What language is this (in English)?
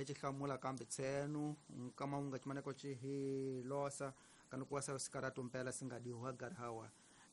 Tsonga